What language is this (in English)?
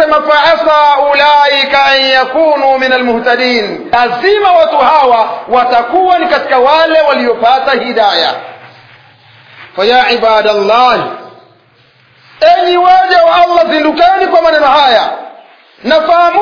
Swahili